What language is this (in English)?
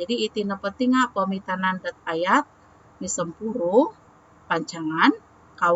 Central Dusun